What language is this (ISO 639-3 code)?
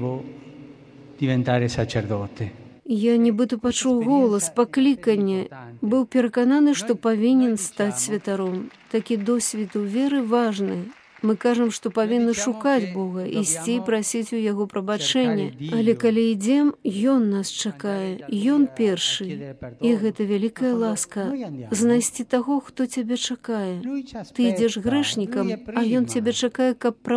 bel